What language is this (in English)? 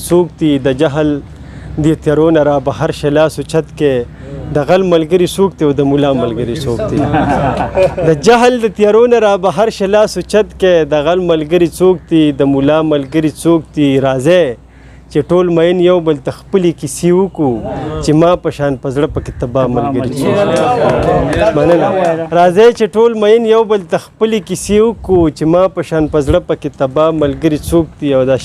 Pashto